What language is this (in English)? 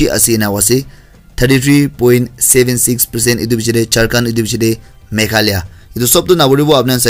Naga Pidgin